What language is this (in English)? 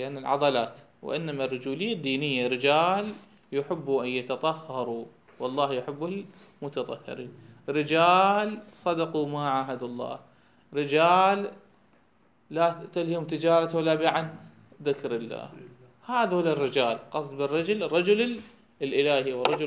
Mesopotamian Arabic